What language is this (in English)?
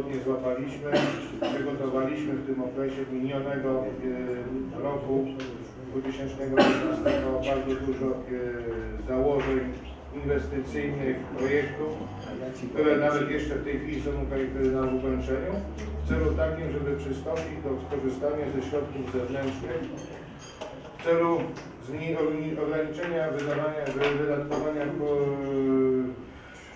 Polish